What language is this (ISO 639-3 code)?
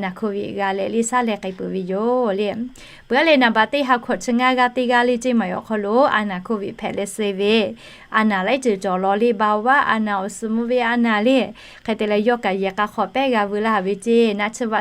lhu